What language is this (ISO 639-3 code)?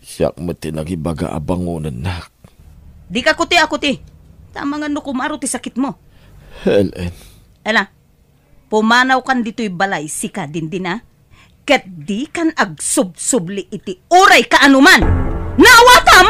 ilo